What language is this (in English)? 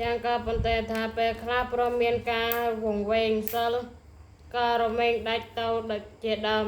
Khmer